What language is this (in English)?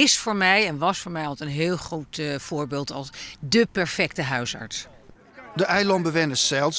Western Frisian